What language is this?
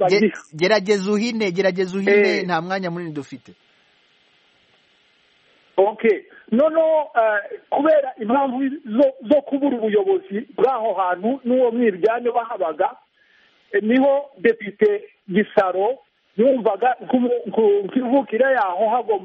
Kinyarwanda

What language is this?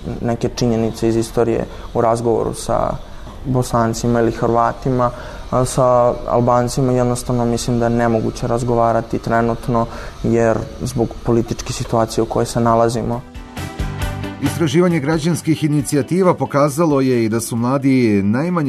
Serbian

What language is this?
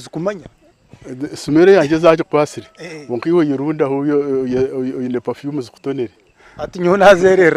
Nyankole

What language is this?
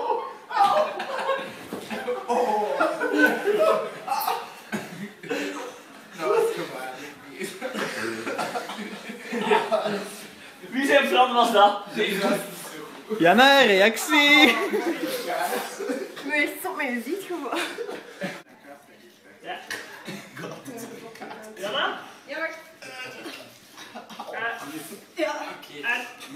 Dutch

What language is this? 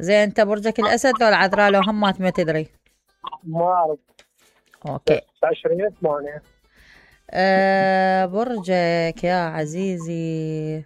Mesopotamian Arabic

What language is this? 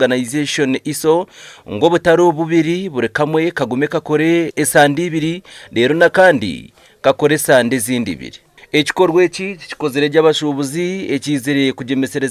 Nyankole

